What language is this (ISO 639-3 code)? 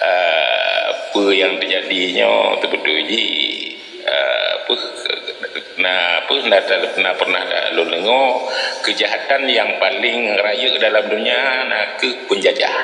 ace